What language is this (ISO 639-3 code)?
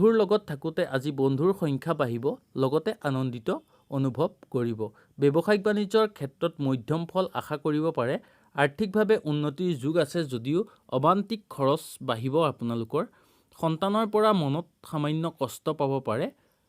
asm